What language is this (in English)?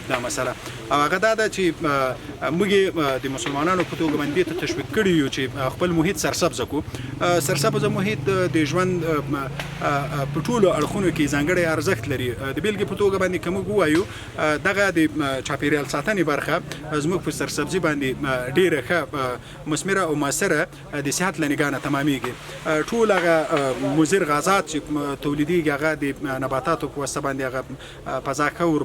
Pashto